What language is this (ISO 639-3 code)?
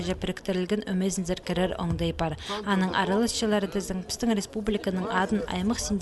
kjh